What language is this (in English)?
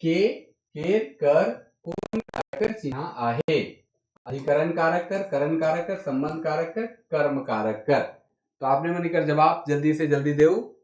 Sadri